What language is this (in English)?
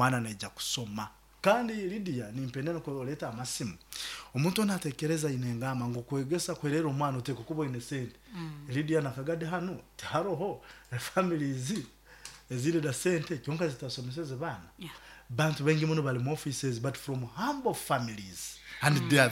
Nyoro